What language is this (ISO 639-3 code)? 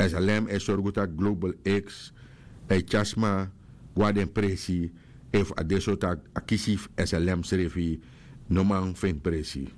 srn